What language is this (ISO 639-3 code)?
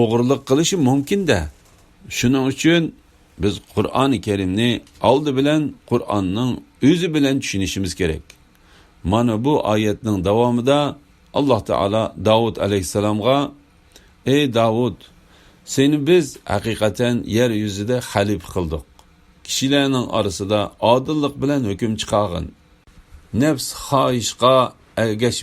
uig